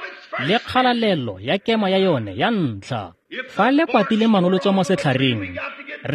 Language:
Tswana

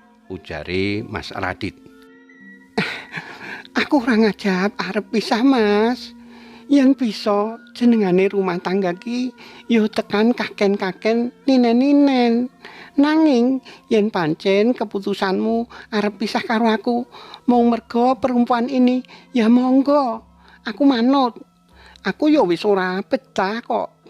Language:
Javanese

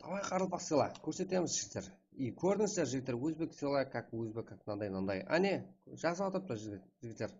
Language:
Kara-Kalpak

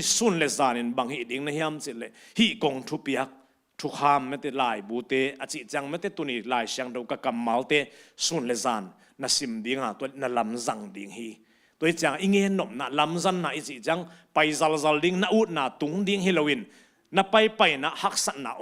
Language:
Tedim Chin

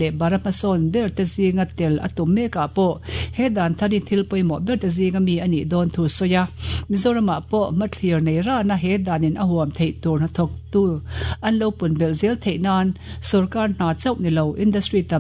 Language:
Mizo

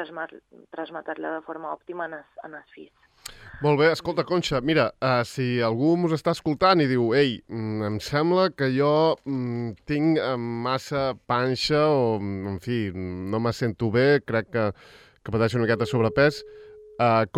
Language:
Catalan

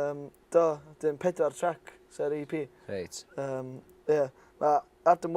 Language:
Welsh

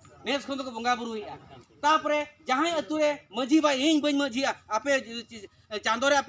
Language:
Santali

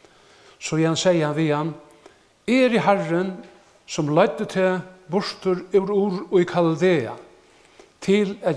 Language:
Faroese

